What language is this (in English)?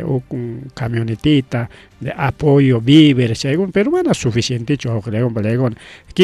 Ayacucho Quechua